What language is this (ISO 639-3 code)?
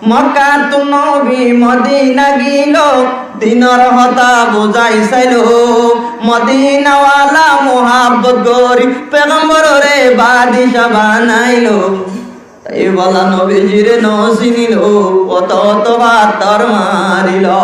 rhg